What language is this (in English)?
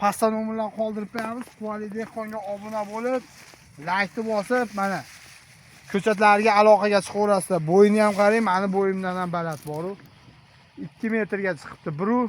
Uzbek